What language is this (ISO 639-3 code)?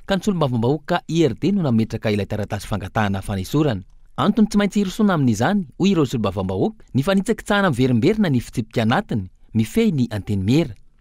mlg